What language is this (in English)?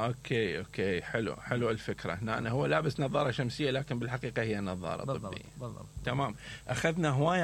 Mesopotamian Arabic